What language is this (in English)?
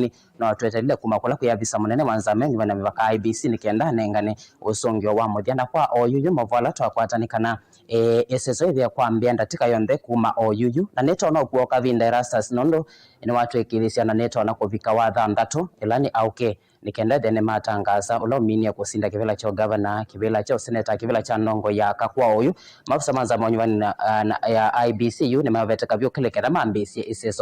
Kamba